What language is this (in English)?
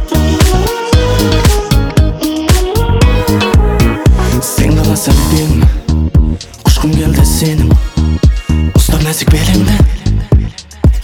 Kazakh